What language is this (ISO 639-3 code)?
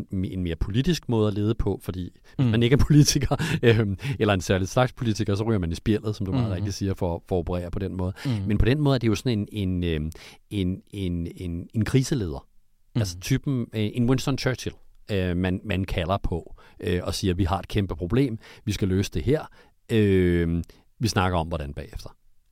dan